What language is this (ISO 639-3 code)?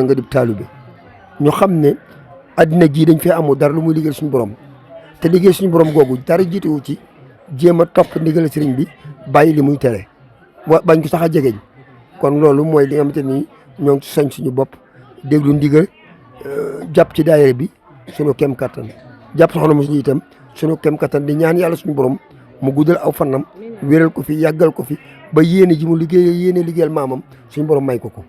wol